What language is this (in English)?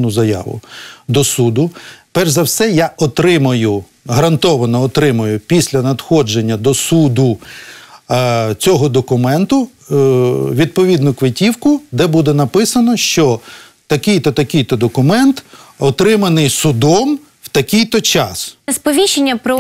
Ukrainian